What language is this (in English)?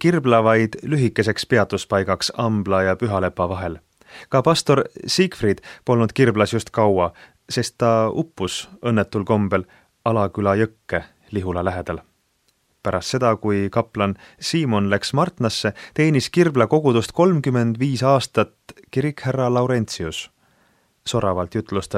Estonian